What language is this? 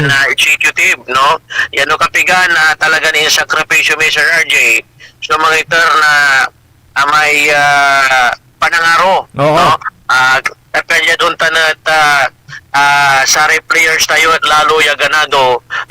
Pangasinan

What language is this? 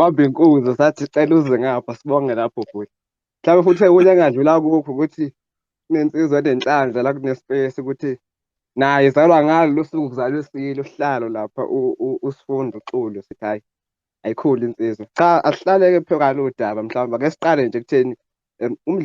Zulu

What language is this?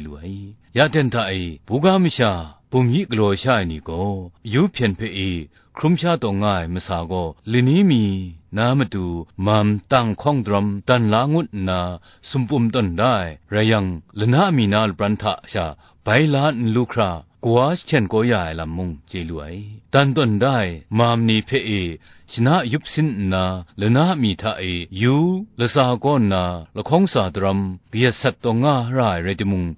Kachin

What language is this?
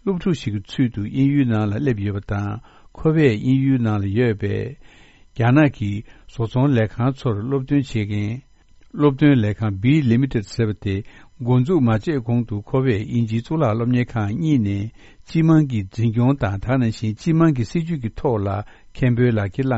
Tibetan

